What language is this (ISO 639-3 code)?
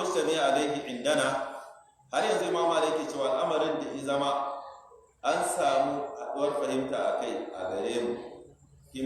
hau